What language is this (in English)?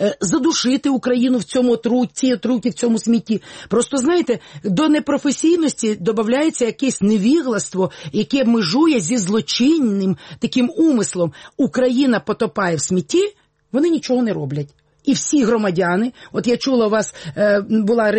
Ukrainian